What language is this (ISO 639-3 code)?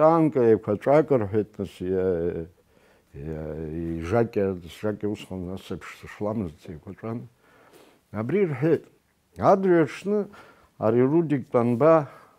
abk